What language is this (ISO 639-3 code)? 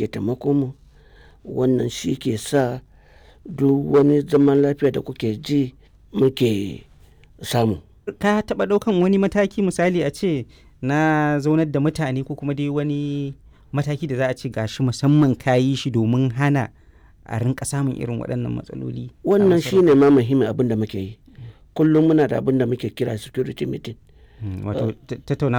hau